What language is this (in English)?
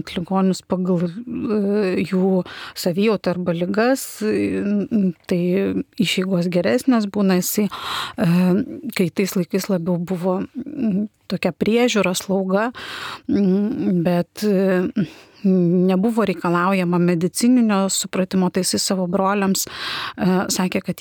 Lithuanian